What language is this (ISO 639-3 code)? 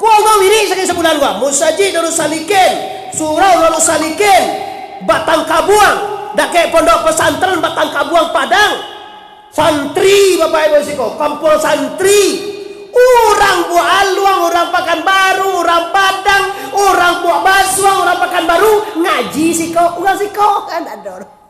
min